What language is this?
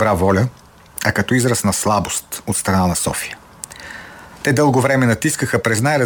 Bulgarian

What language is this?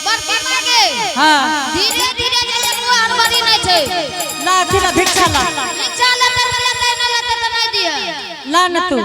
Angika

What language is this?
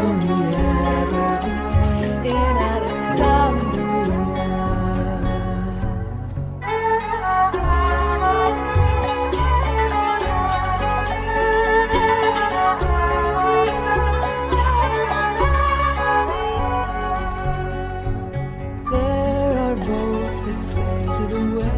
Greek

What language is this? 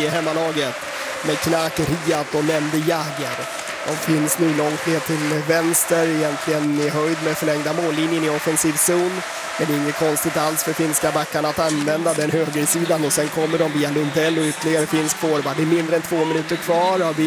Swedish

